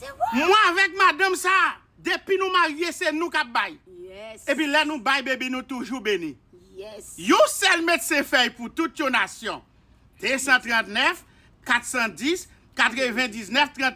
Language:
Haitian Creole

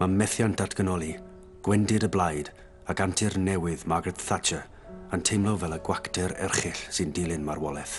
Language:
Welsh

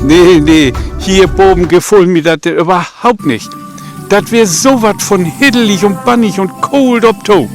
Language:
Low German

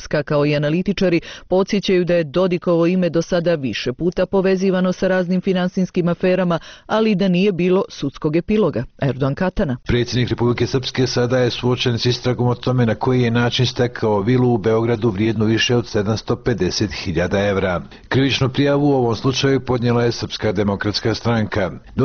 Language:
Bosnian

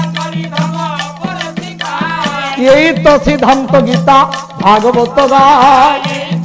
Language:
Odia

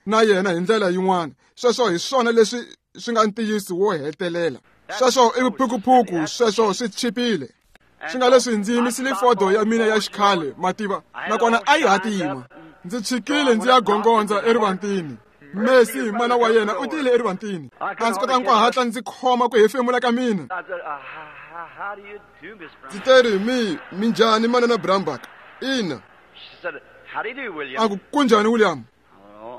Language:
Tsonga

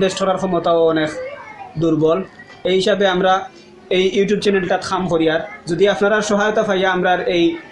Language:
Sylheti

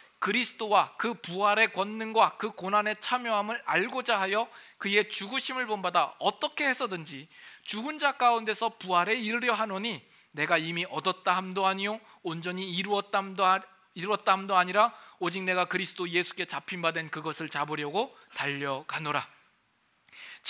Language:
Korean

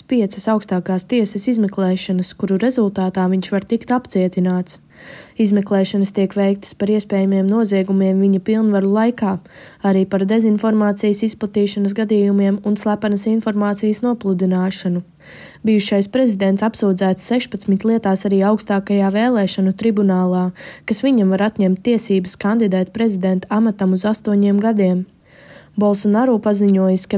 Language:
Latvian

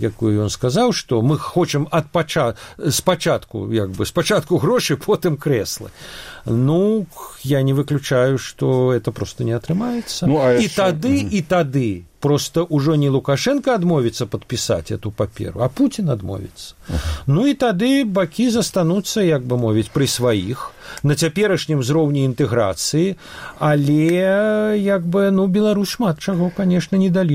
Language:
Belarusian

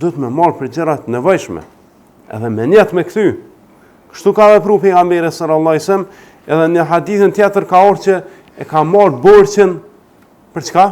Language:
Albanian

